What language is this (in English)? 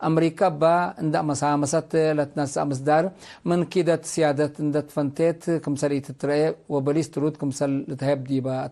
Tigre